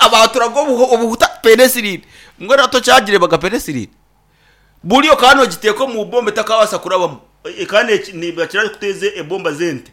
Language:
Nyankole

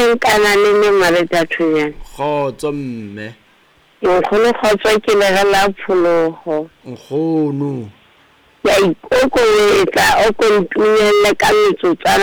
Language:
Southern Sotho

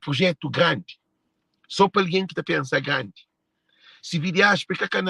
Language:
Kabuverdianu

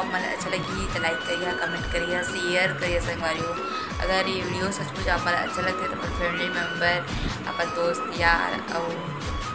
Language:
Chhattisgarhi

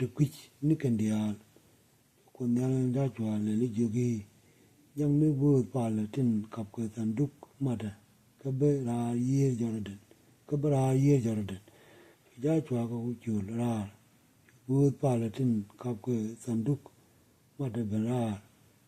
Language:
Nuer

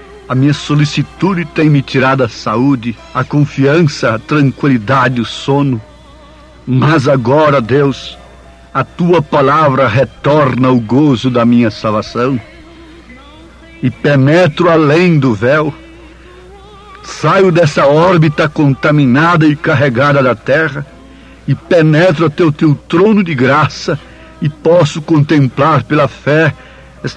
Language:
Portuguese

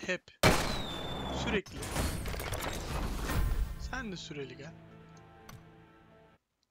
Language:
Turkish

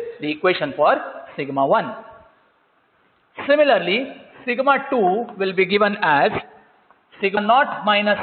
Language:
English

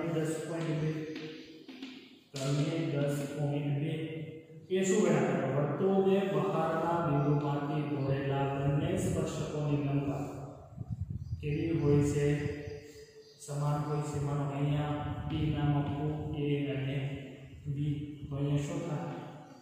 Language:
Gujarati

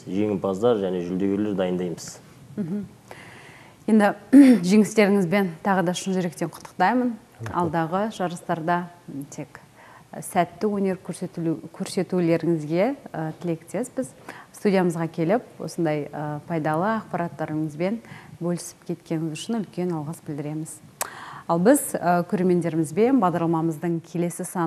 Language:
Kazakh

